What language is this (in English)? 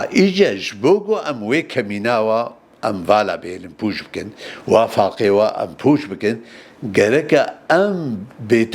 Kurdish